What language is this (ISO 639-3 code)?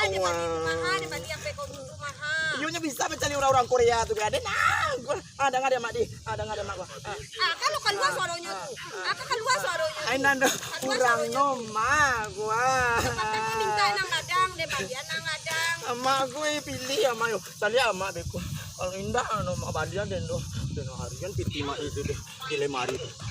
min